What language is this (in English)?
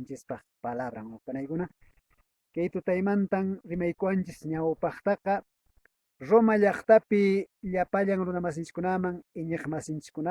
Quechua